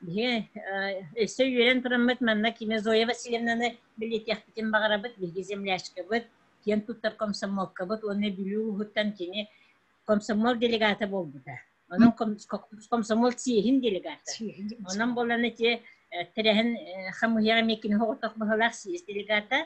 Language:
Yakut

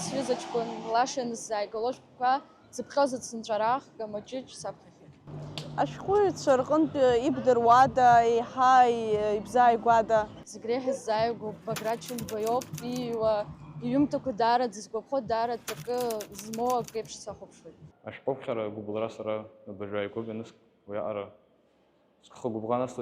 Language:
Abkhazian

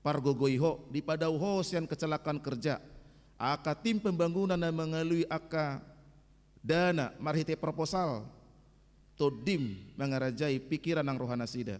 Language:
Batak Toba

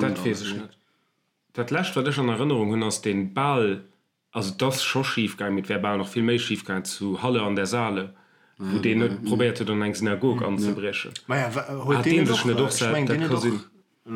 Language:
Luxembourgish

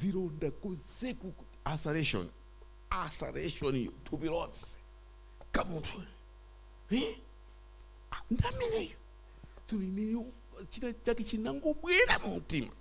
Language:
Nyanja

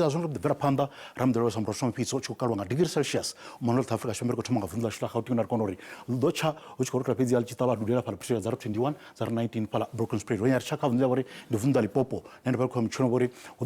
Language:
Venda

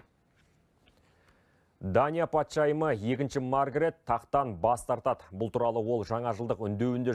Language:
Kazakh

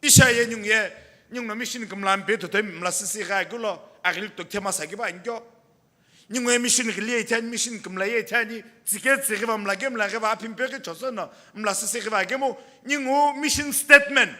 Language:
Sumi Naga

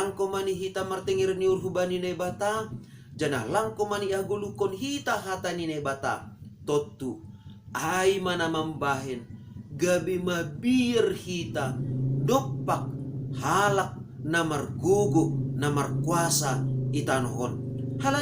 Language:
Batak Simalungun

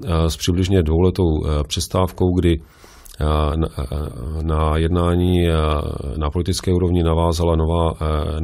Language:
Czech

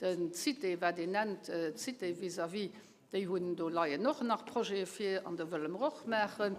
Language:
Luxembourgish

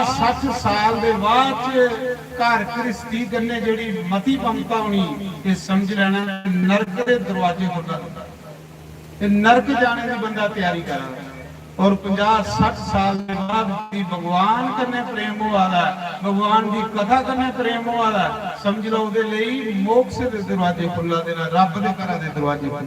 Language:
Dogri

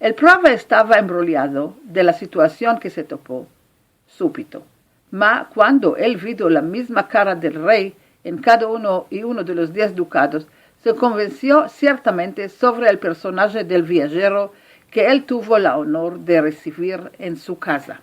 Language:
Ladino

